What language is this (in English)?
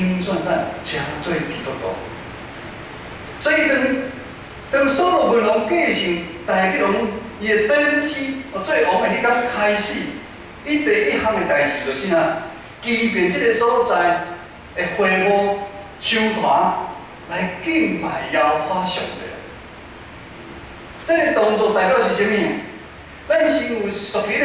Min Nan Chinese